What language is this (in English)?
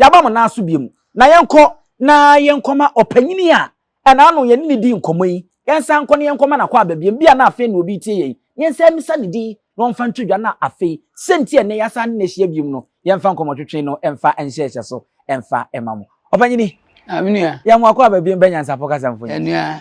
Akan